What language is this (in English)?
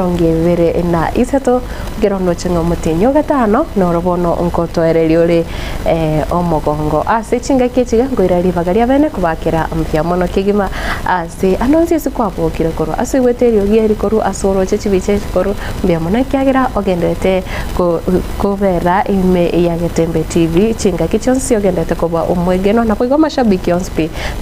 Gusii